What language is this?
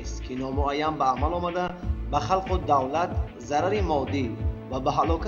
Tajik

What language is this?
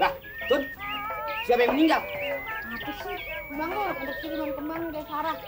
Betawi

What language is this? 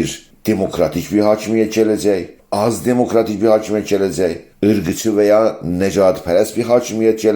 South Azerbaijani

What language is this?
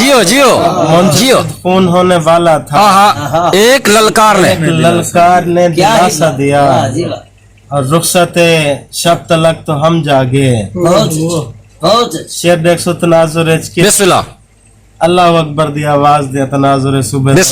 Saraiki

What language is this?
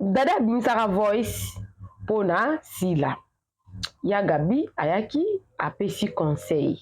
Lingala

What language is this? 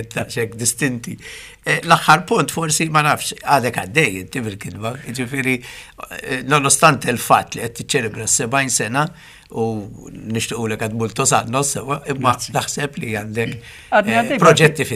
Maltese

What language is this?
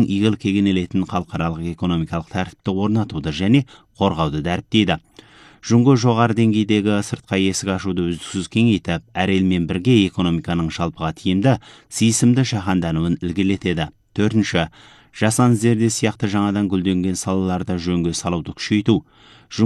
Kazakh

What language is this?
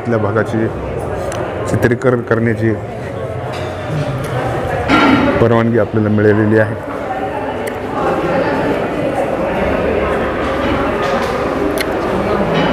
Marathi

